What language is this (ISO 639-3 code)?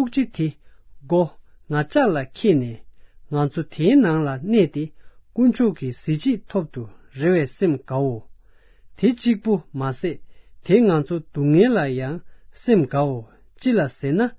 bod